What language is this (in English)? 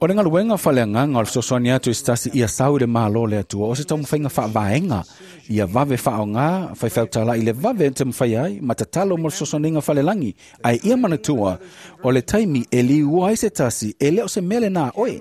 Samoan